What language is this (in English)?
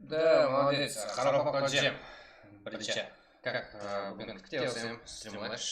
Kara-Kalpak